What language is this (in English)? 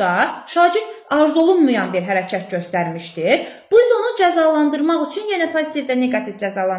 Azerbaijani